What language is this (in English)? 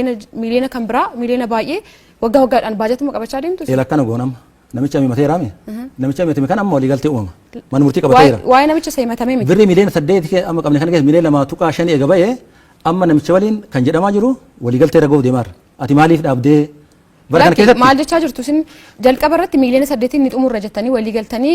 Oromo